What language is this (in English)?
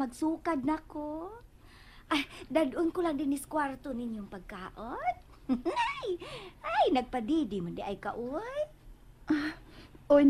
Cebuano